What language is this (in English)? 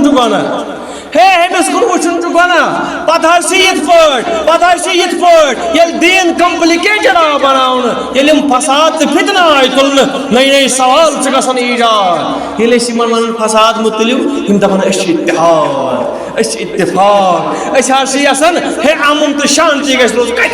Kashmiri